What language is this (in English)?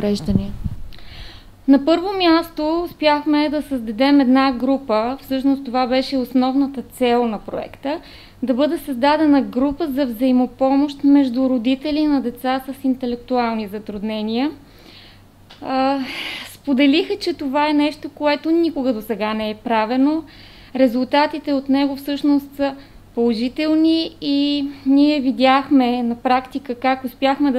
Bulgarian